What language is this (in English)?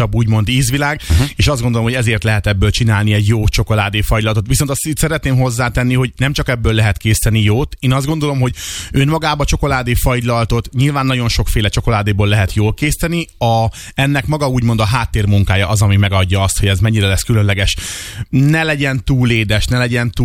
Hungarian